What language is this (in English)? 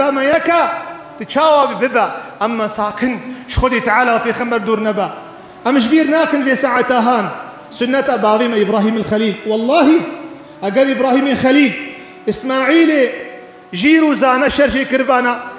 Kurdish